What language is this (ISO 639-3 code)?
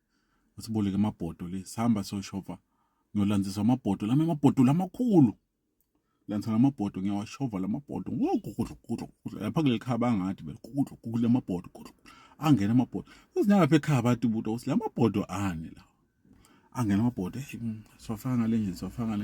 zul